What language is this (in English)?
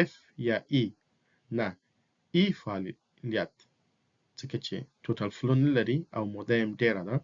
Pashto